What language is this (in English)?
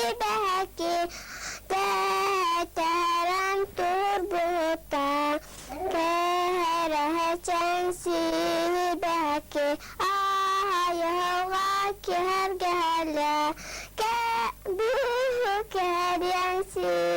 Yakut